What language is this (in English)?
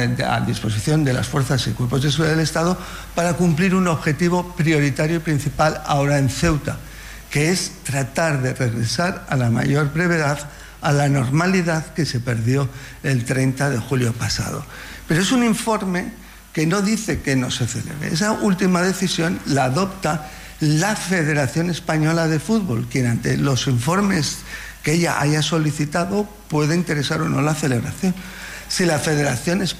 Spanish